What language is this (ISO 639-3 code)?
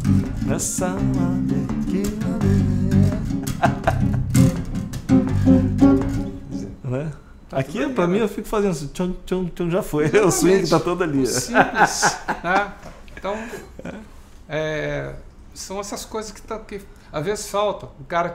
por